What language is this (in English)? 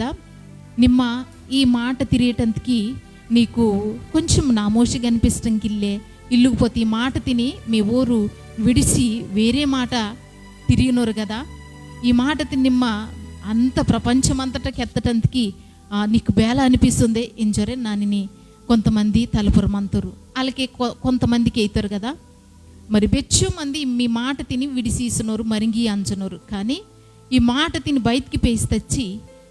Koya